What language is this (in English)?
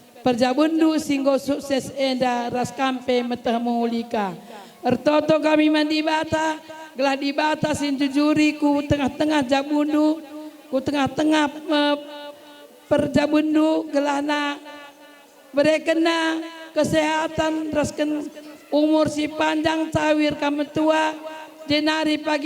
Batak Karo